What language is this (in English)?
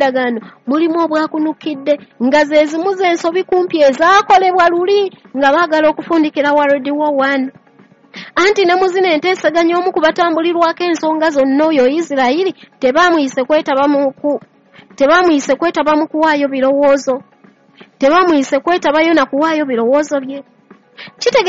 Ganda